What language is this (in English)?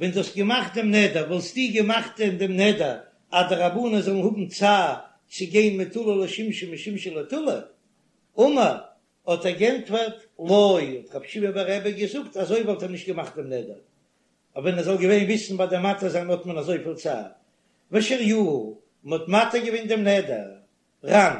Yiddish